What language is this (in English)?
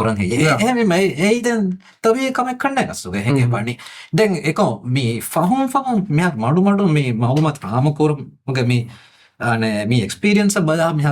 Divehi